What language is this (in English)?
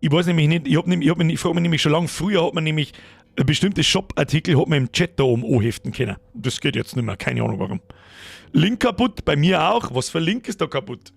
Bavarian